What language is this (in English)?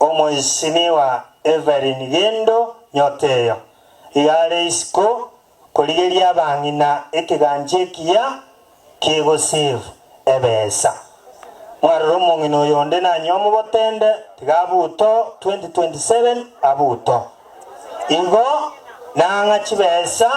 Gusii